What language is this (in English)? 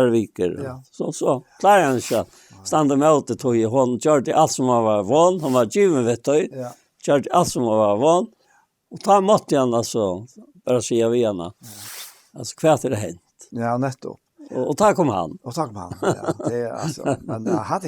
Faroese